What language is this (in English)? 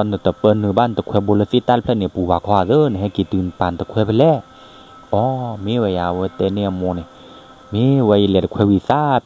S'gaw Karen